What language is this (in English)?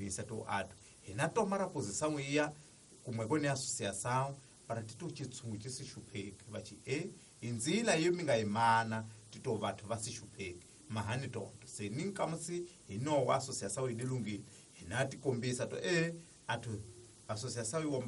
Tsonga